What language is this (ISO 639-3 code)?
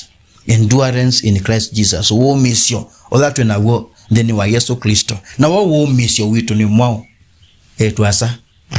kam